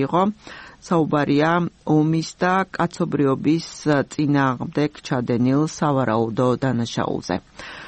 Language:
Georgian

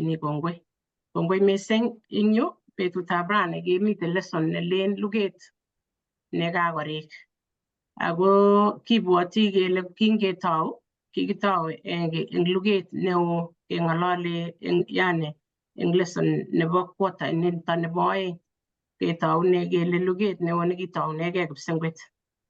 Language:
Kalenjin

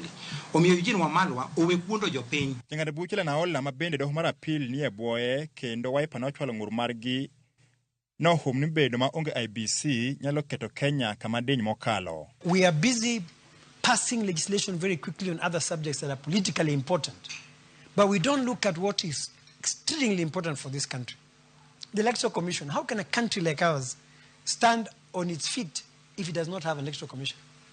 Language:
Luo (Kenya and Tanzania)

